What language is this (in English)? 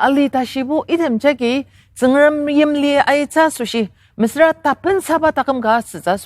Ao Naga